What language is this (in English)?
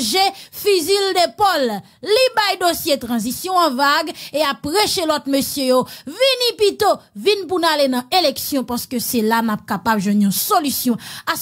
Haitian Creole